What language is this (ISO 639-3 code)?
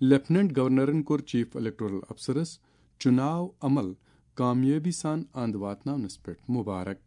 kas